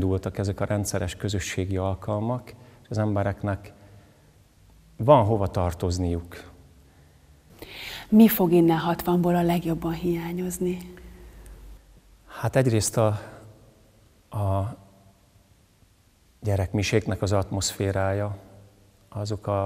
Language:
Hungarian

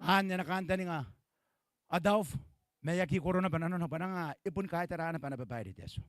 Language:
Gilbertese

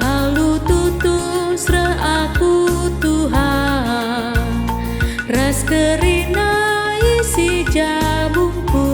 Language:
Batak Karo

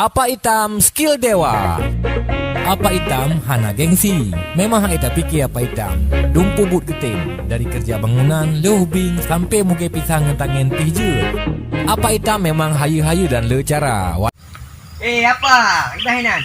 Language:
Achinese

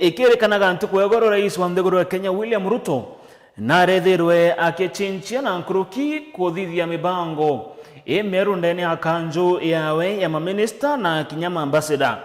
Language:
Meru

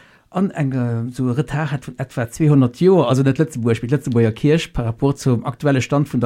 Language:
Luxembourgish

